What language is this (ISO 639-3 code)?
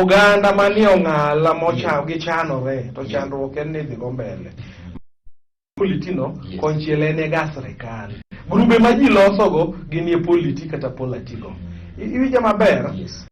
luo